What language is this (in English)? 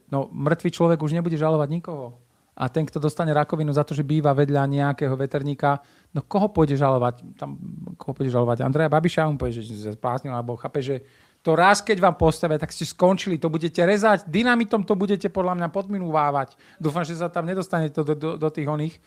Slovak